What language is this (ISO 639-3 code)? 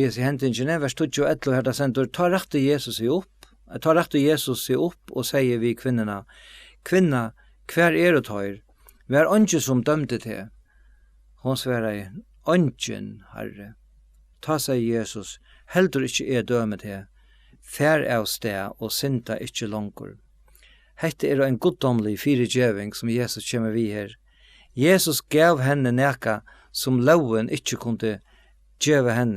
fao